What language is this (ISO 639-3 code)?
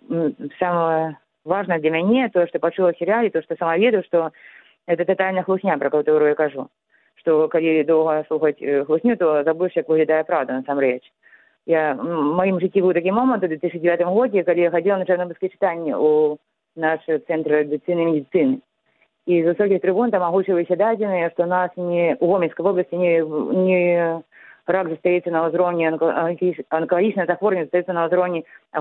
bel